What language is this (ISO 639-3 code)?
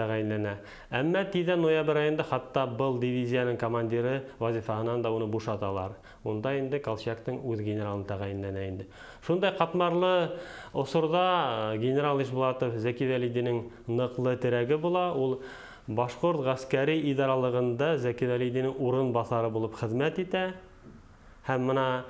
bak